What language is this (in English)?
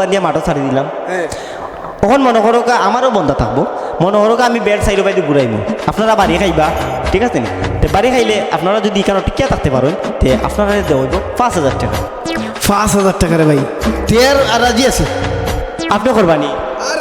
Sylheti